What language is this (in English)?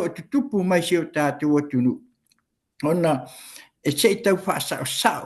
Samoan